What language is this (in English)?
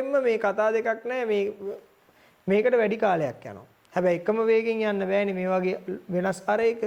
Sinhala